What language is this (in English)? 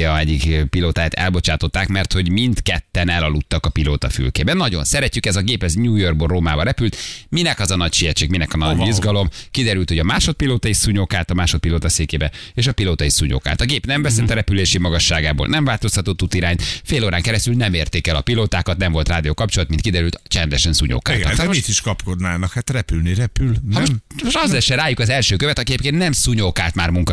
Hungarian